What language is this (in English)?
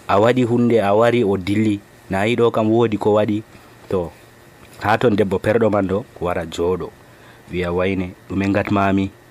Nigerian Fulfulde